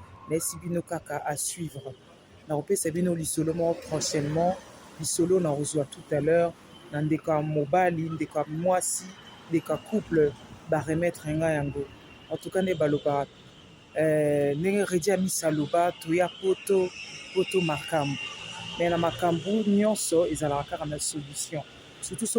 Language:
Lingala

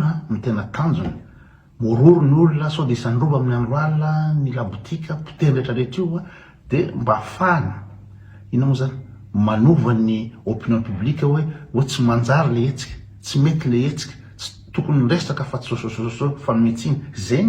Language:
Malagasy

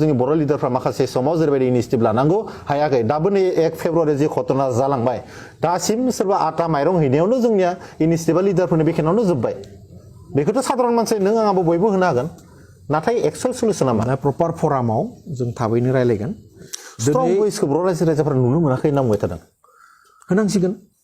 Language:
Bodo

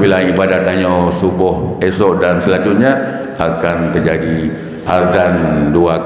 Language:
Achinese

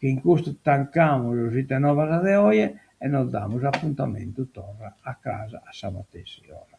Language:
Sardinian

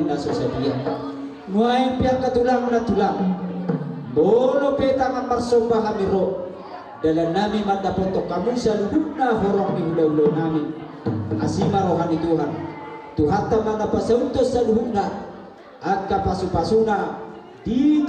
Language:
Batak Toba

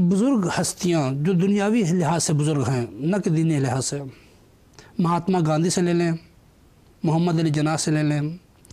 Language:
Urdu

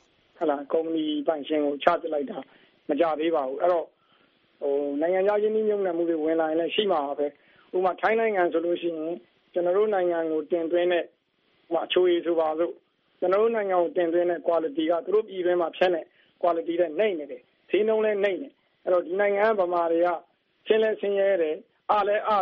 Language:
Burmese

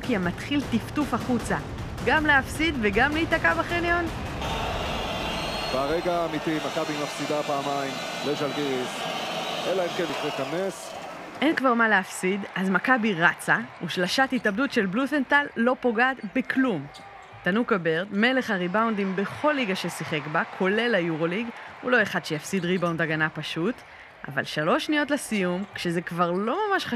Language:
Hebrew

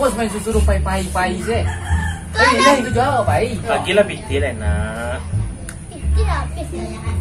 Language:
Minangkabau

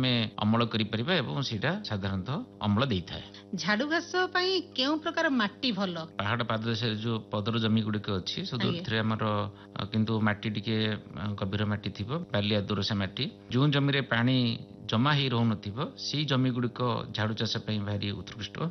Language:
Odia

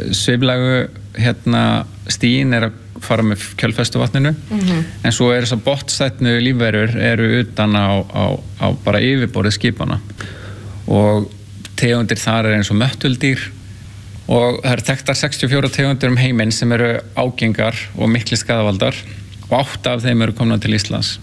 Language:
Icelandic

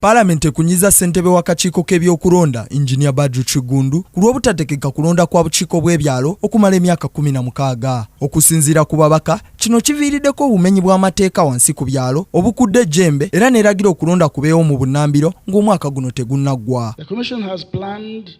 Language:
Ganda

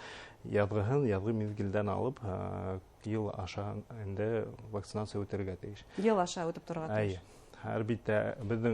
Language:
Bashkir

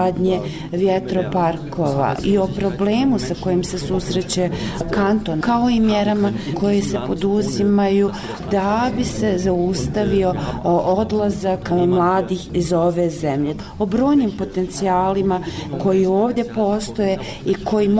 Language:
Bosnian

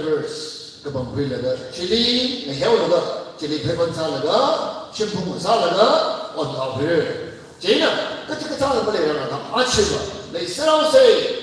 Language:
Tangkhul Naga (India)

